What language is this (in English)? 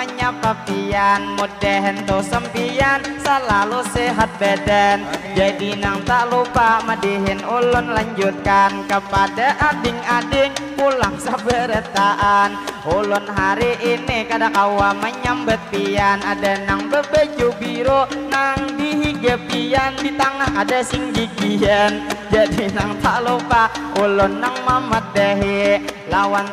Banjar